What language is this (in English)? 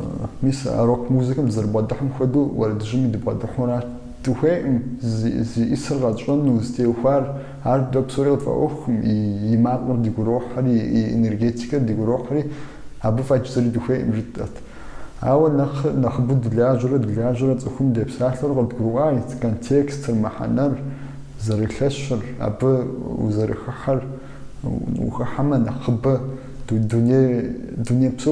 Kabardian